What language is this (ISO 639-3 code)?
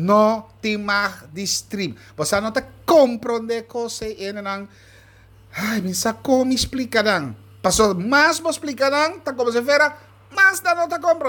pap